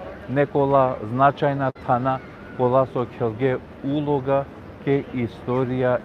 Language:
Balkan Romani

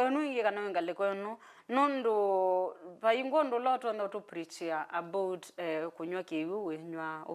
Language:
Kamba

